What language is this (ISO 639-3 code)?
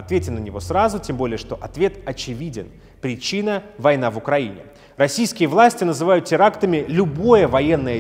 rus